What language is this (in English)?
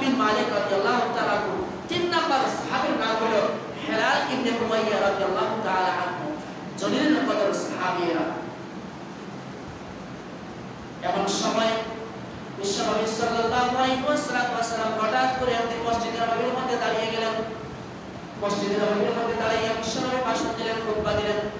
Bangla